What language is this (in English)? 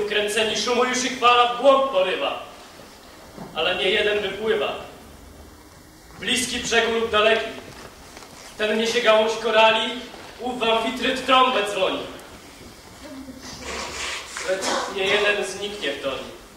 Polish